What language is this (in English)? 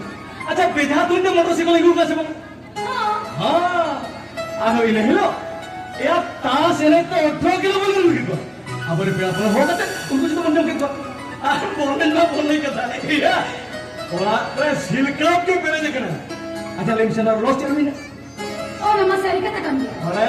Santali